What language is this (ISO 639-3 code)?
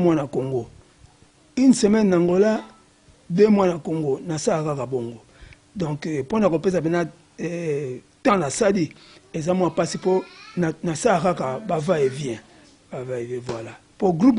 lin